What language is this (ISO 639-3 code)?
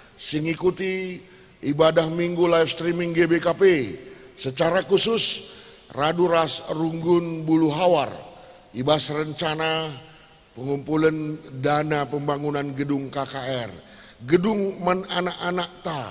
btx